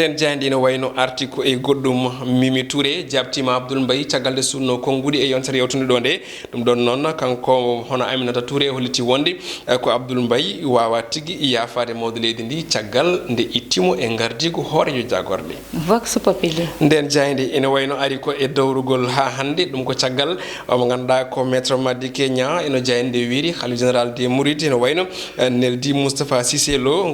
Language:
Fula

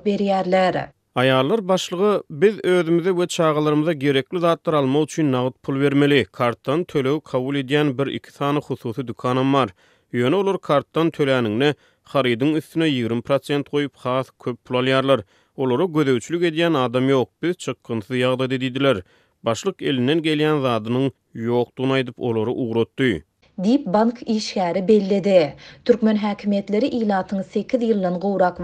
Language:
Turkmen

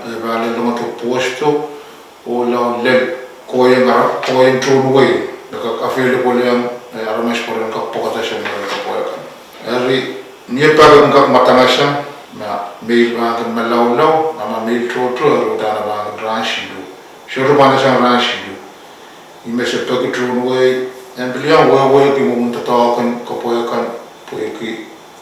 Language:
Pohnpeian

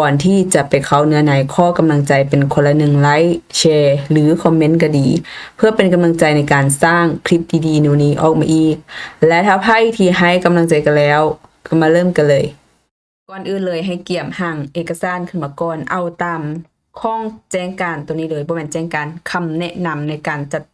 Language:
Lao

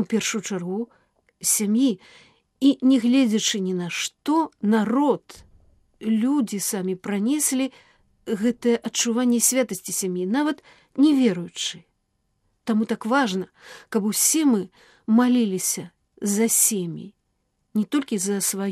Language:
Belarusian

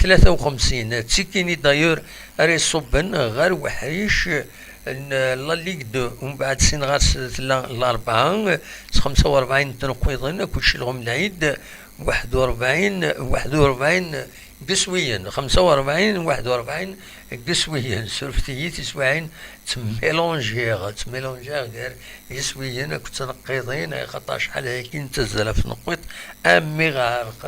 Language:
Kabyle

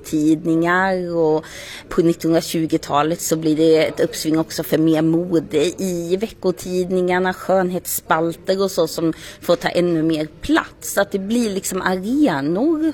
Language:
Swedish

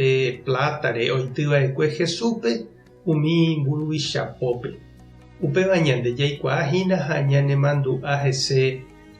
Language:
Guarani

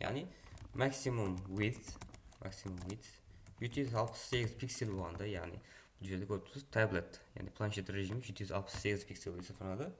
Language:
Kara-Kalpak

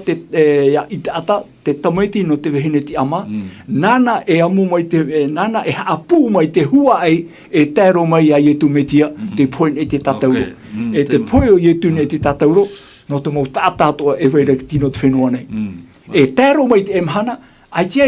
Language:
Tahitian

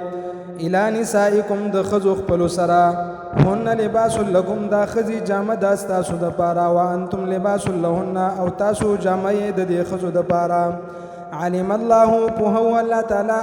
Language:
Pashto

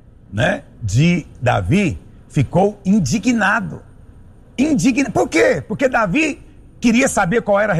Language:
Portuguese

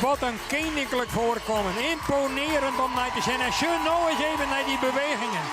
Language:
Western Frisian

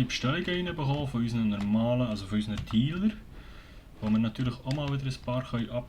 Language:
Swiss German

